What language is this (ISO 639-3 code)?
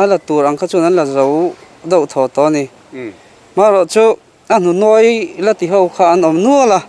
lus